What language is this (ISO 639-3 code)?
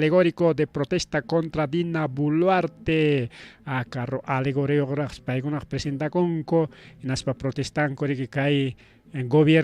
quy